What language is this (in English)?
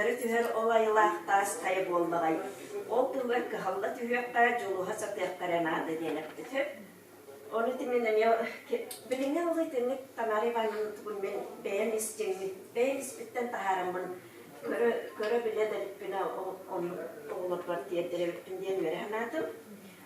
Yakut